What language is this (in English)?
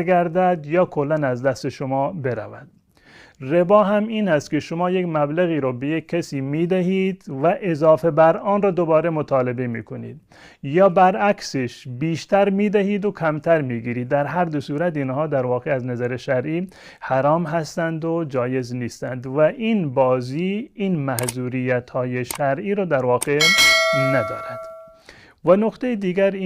Persian